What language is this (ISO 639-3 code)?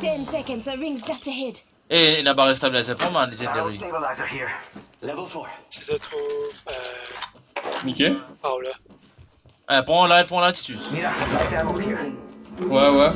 mfe